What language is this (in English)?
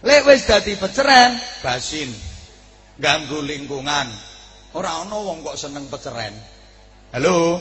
Javanese